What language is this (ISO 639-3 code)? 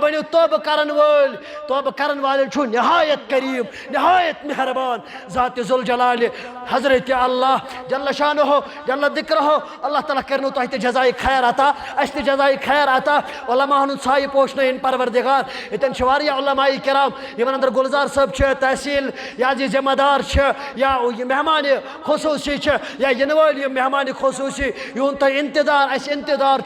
kas